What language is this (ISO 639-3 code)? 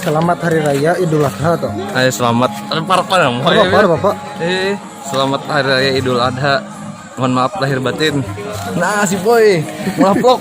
bjn